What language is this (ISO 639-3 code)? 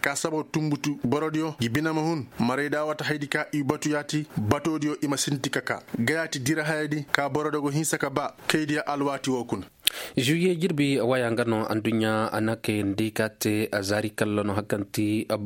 ses